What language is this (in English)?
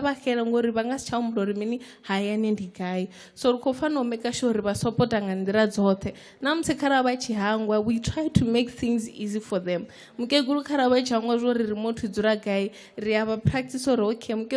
Venda